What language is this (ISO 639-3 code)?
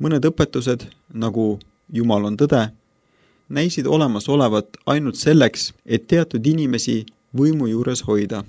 est